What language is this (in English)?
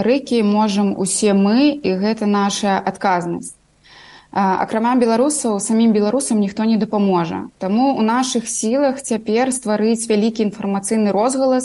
Belarusian